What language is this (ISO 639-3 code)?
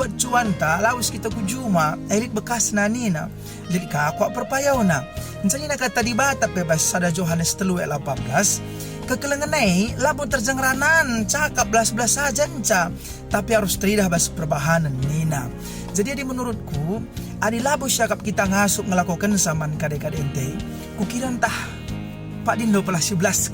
btx